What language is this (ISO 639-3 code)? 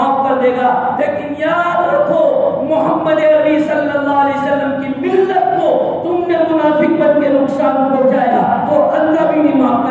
urd